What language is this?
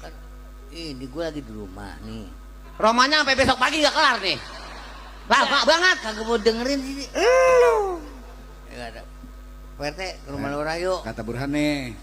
Betawi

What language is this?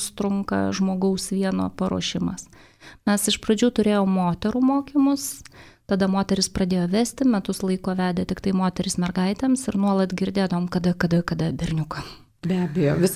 Lithuanian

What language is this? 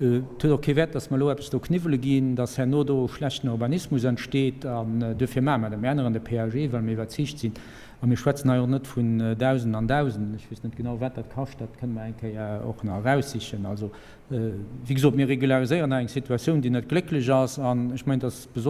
Luxembourgish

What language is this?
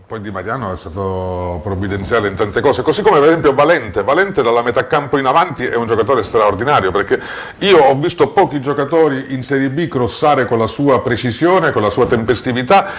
Italian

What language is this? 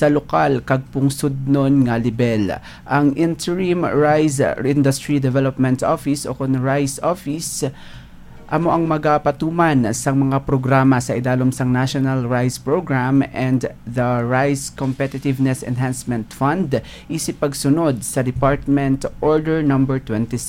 Hiligaynon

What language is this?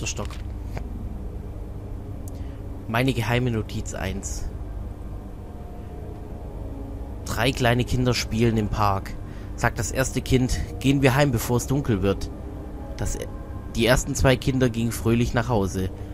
German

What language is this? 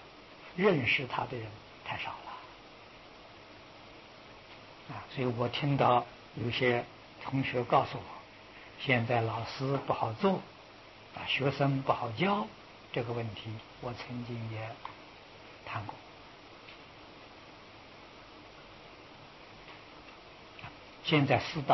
Chinese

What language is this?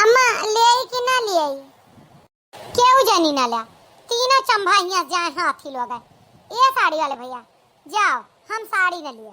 Awadhi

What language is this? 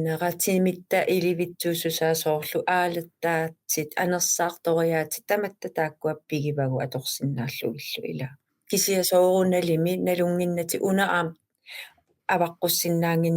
Kalaallisut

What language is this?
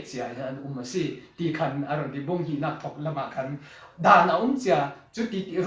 Falam Chin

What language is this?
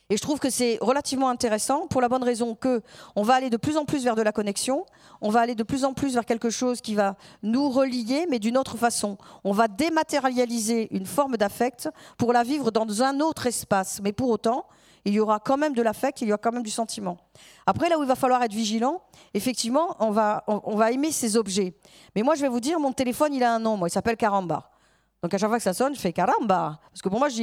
French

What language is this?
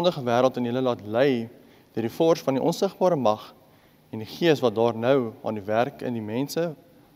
Afrikaans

